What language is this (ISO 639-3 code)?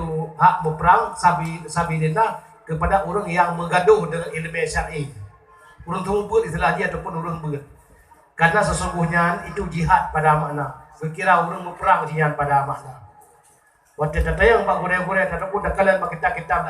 ace